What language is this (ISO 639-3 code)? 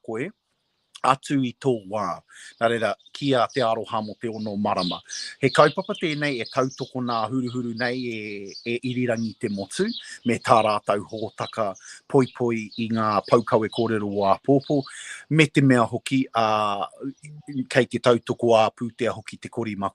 mri